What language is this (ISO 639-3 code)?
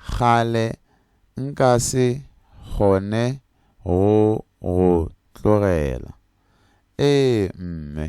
nso